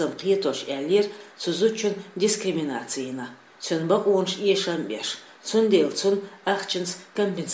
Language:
Chechen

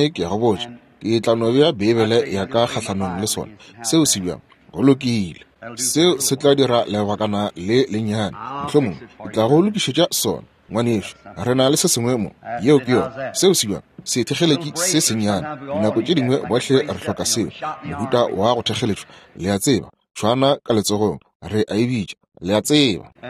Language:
Northern Sotho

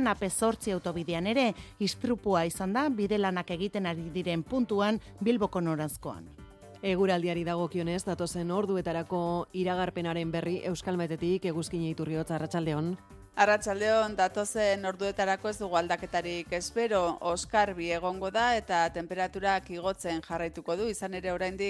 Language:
Basque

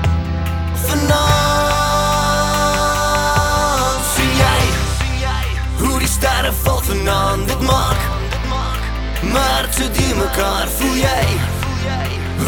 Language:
Afrikaans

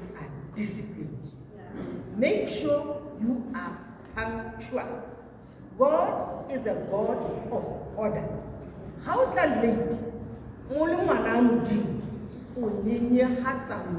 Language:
Tswana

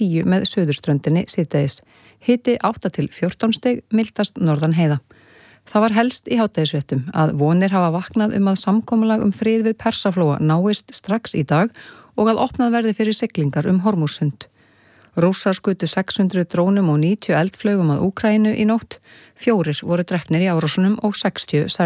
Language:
Icelandic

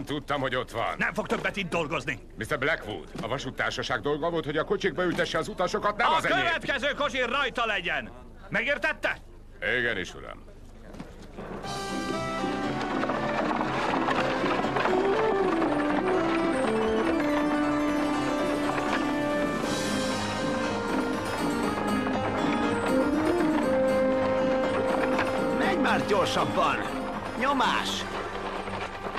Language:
Hungarian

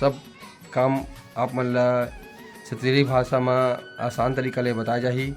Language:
Chhattisgarhi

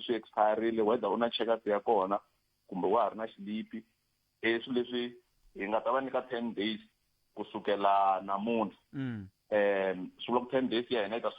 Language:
Tsonga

